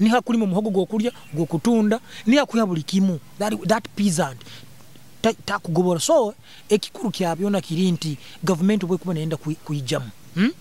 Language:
Nyoro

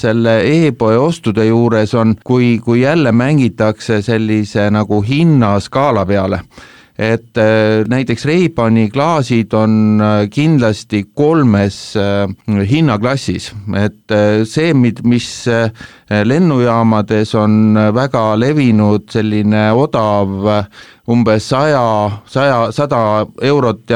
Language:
Estonian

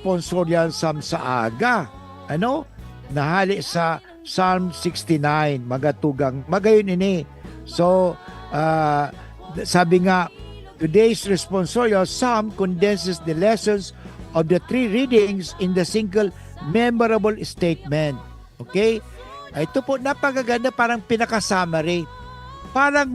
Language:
Bikol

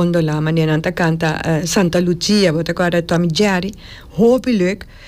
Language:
Papiamento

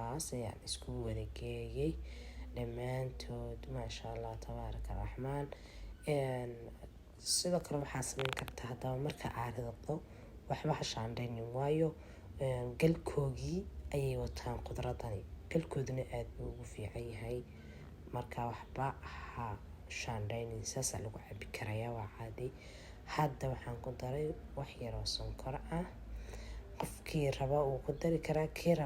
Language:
Somali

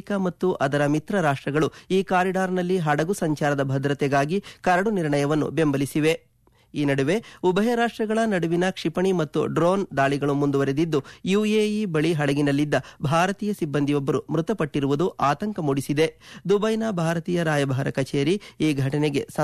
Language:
Kannada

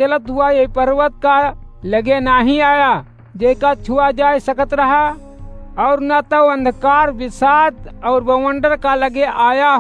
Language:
Awadhi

